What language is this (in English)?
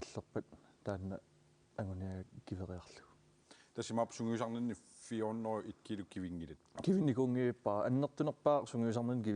Kalaallisut